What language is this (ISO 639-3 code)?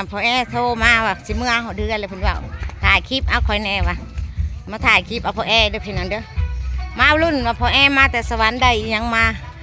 tts